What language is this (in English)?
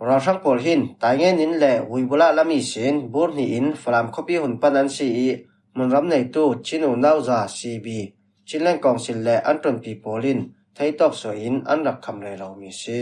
Falam Chin